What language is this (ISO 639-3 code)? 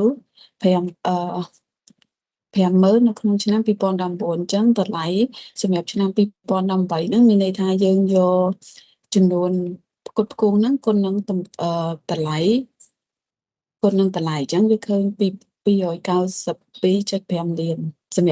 khm